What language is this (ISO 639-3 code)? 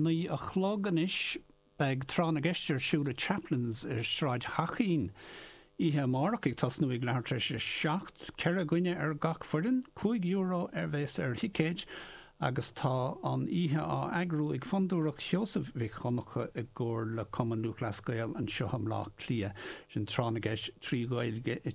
gle